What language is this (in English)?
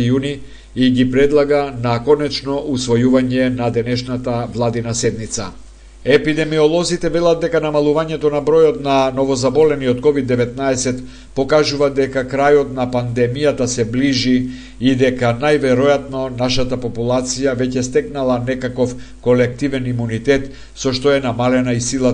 Macedonian